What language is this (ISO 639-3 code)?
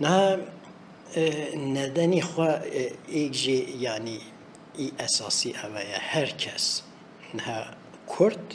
kur